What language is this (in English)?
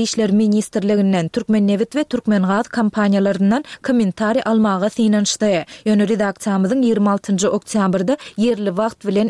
Turkmen